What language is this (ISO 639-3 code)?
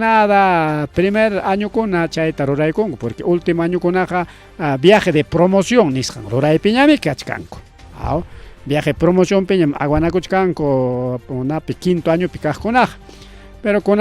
quy